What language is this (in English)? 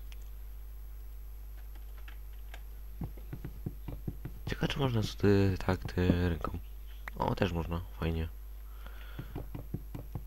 Polish